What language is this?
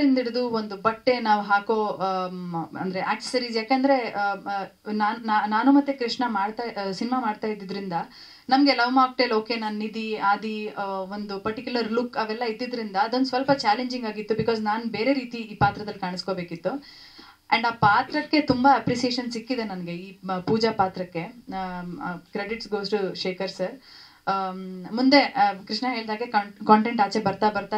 Kannada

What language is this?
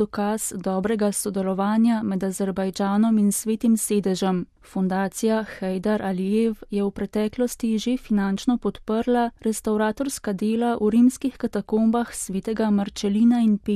Slovenian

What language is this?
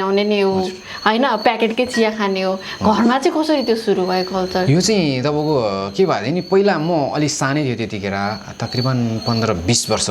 Nepali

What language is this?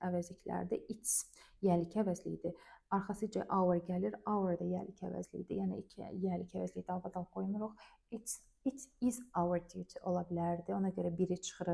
Azerbaijani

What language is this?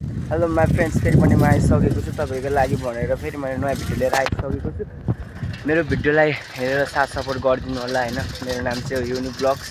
Nepali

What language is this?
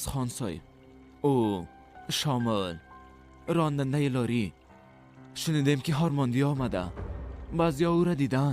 Persian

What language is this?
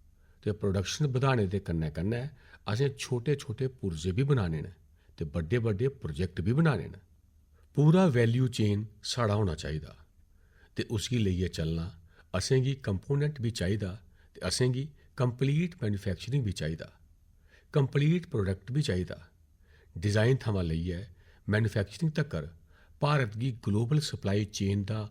Dogri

